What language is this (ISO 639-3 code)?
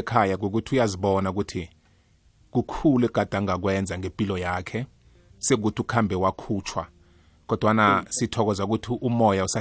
nbl